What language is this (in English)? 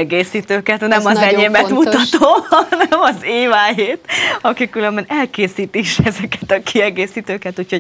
Hungarian